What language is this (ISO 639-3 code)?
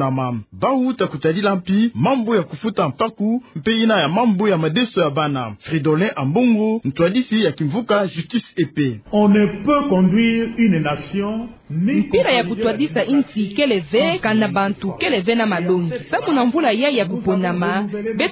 ktu